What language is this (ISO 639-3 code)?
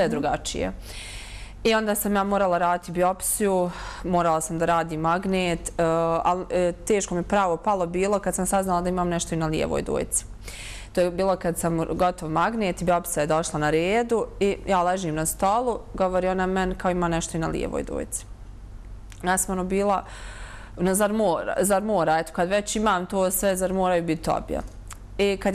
bos